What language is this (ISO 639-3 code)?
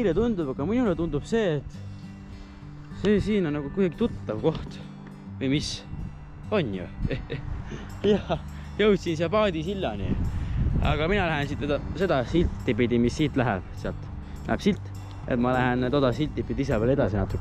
est